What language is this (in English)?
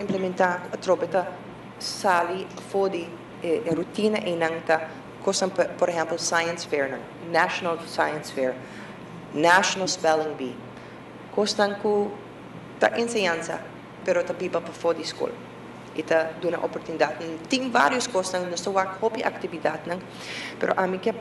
Papiamento